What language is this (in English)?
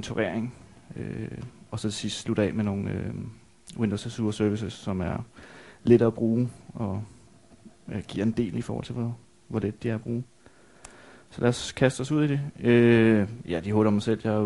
Danish